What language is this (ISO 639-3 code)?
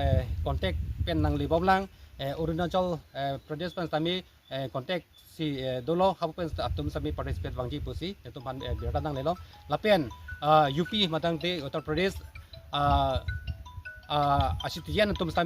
mjw